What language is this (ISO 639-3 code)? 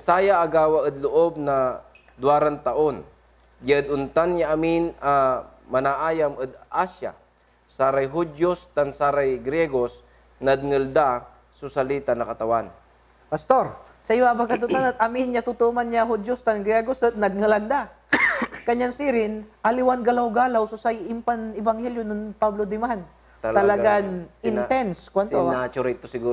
pag